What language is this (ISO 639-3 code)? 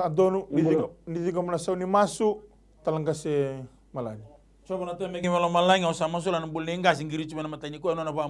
fij